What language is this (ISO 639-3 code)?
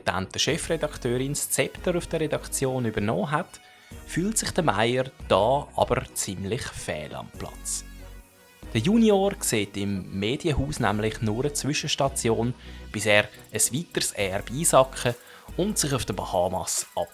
gsw